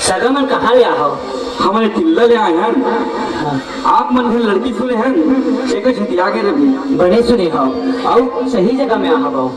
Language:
Chhattisgarhi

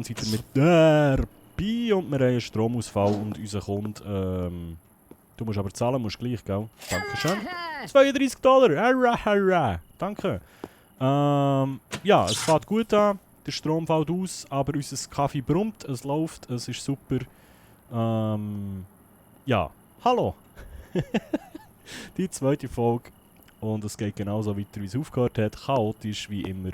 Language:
Swiss German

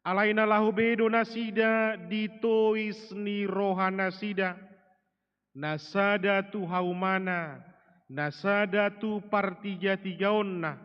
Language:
Batak Toba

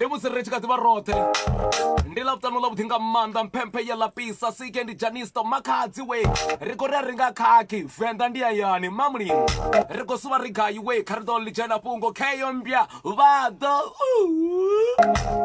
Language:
Venda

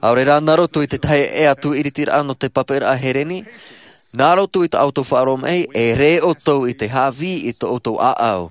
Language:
Tahitian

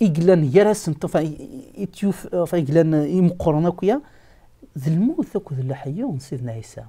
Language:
Kabyle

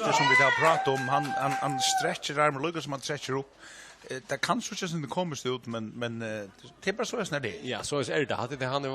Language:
Faroese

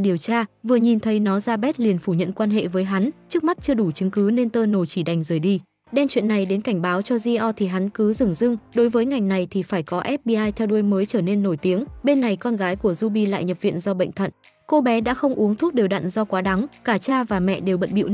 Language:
Vietnamese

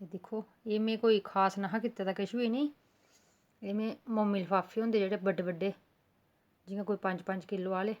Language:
Dogri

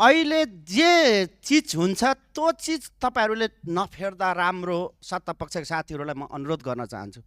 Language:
Nepali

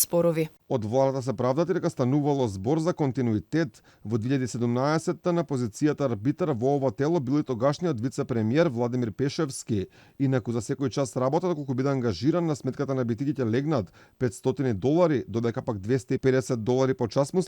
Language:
Macedonian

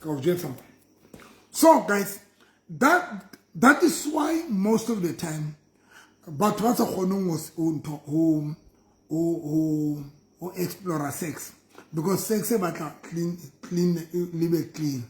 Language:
Southern Sotho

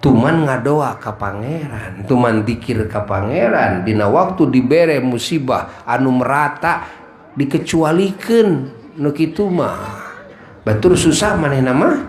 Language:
Sundanese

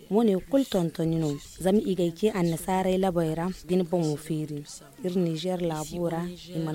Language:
Zarma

